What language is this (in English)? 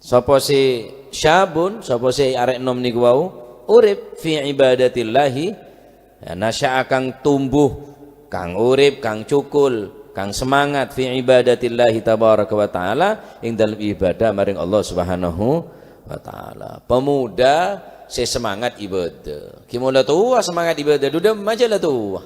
Madurese